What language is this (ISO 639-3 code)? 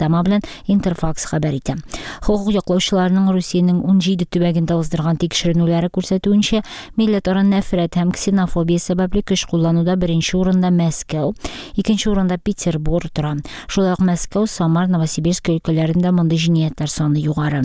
tat